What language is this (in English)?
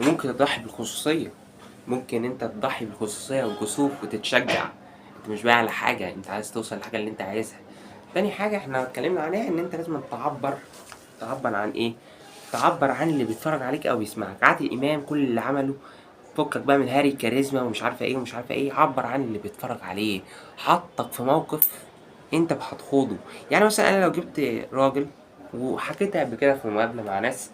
Egyptian Arabic